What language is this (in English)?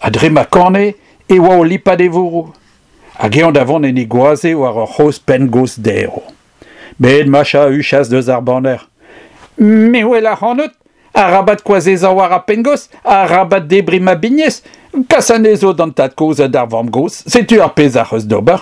Breton